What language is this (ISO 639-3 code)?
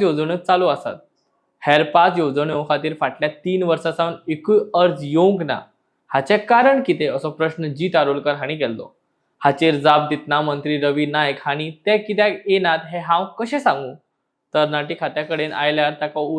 kok